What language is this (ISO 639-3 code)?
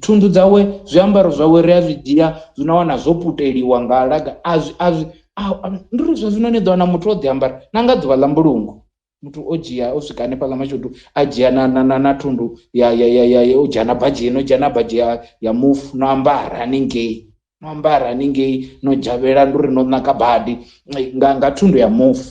ven